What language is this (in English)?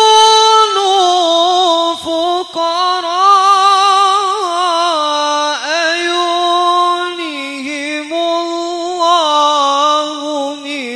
Madurese